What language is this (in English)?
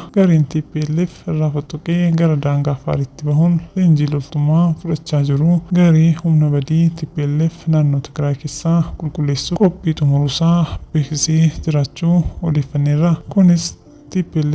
Oromo